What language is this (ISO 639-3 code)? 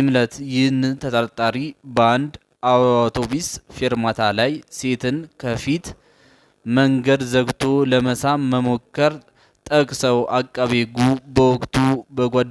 amh